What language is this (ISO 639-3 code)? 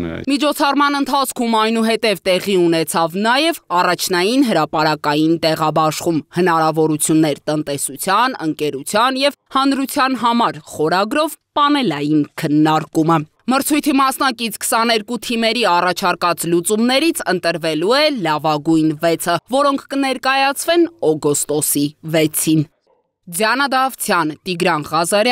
hye